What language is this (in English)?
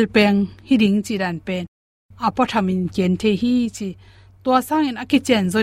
Tedim Chin